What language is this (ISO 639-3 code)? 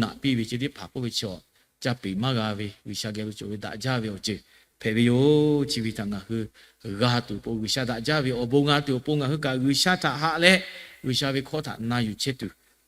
lhu